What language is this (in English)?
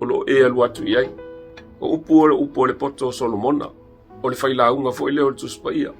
Samoan